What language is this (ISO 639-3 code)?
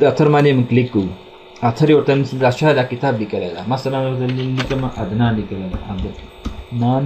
pus